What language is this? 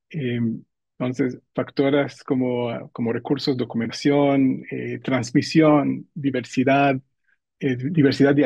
Ladino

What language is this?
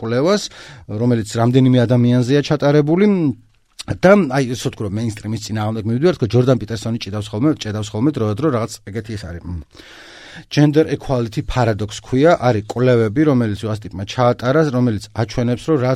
Georgian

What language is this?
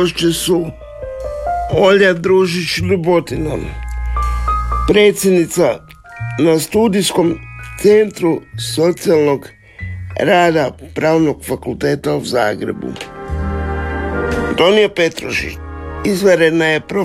Croatian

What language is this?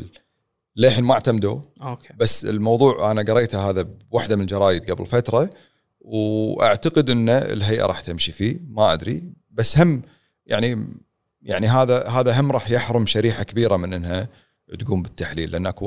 Gulf Arabic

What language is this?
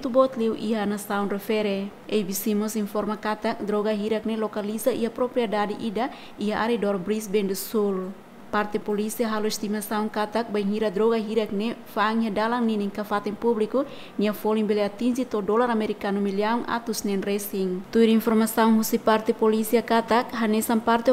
Tetum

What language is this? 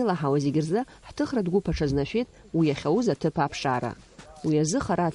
Abkhazian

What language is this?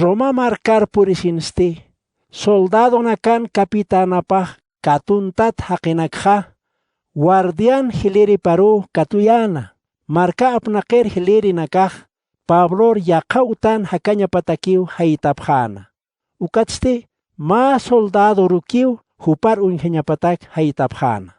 Aymara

